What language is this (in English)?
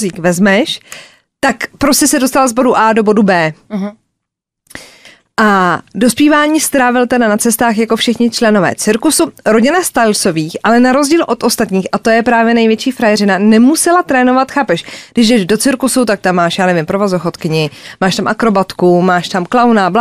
Czech